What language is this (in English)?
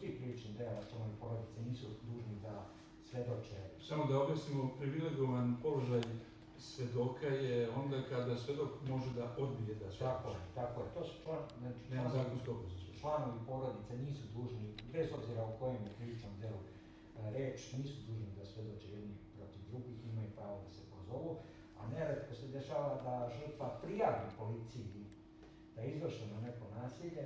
Serbian